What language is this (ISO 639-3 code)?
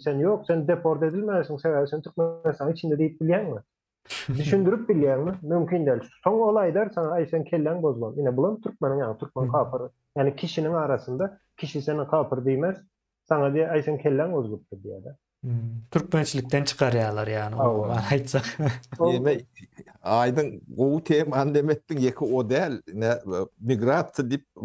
tuk